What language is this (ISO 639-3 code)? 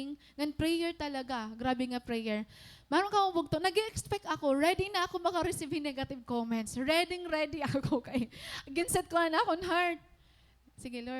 war